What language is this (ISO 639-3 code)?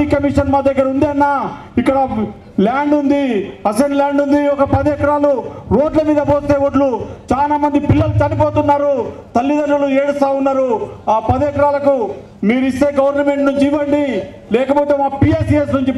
tel